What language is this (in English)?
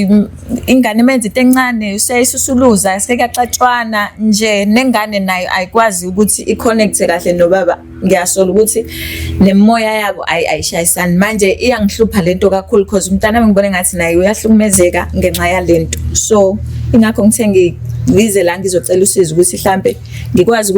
Zulu